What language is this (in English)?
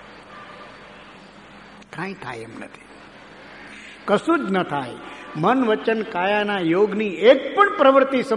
Gujarati